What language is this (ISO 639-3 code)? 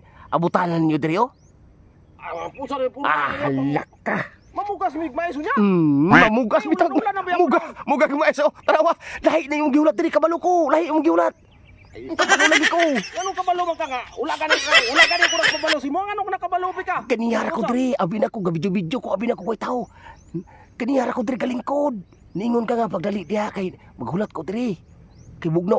ceb